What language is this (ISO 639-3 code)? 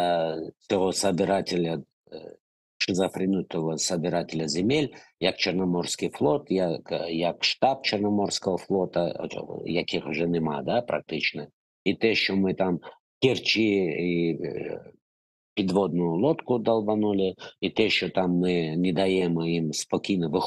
crh